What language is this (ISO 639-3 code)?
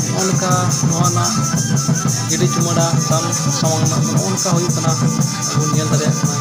sat